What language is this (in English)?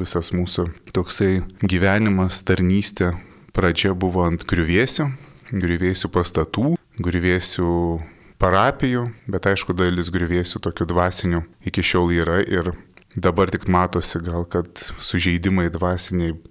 Lithuanian